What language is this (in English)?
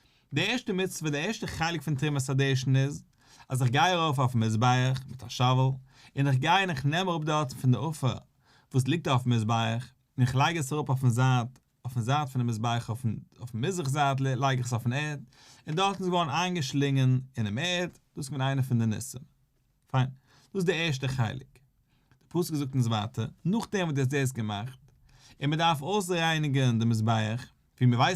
Yiddish